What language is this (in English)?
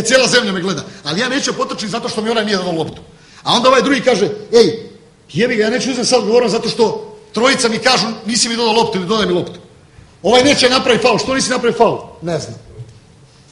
Serbian